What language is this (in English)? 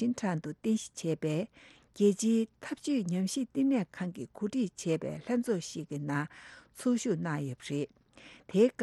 Tibetan